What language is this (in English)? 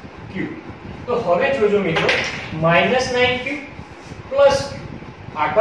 Gujarati